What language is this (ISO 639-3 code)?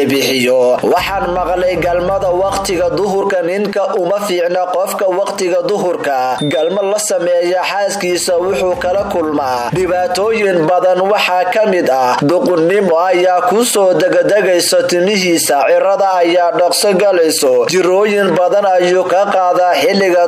som